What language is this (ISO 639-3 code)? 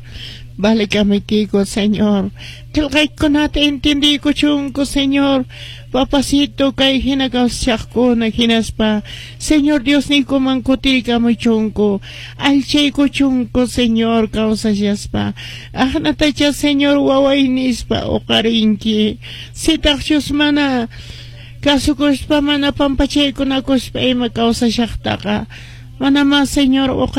que